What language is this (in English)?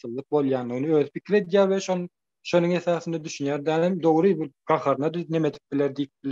Turkmen